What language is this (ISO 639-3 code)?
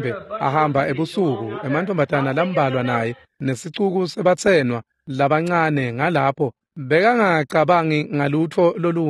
ssw